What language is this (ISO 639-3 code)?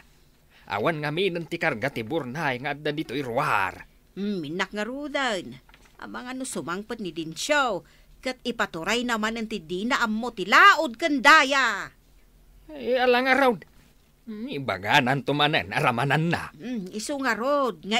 ilo